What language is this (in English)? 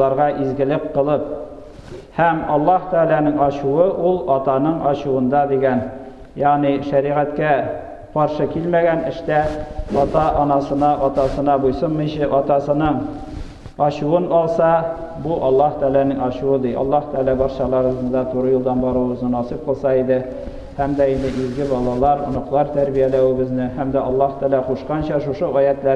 Tatar